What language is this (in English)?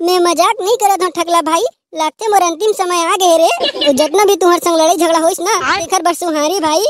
Chhattisgarhi